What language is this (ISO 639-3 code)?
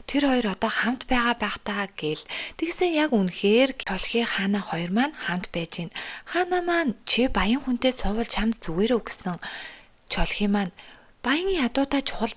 mon